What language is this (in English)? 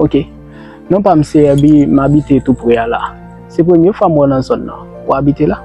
Haitian Creole